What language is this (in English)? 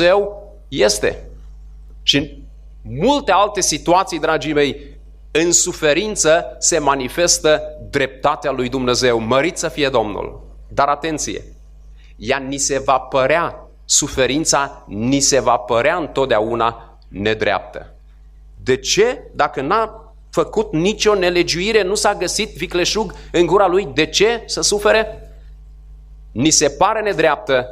Romanian